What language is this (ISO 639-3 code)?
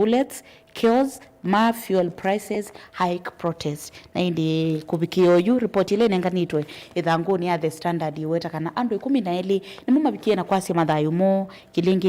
kam